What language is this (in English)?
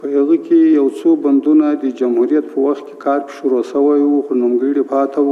Pashto